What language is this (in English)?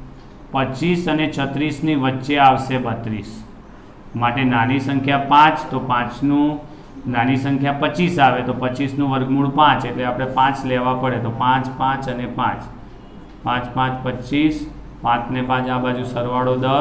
Gujarati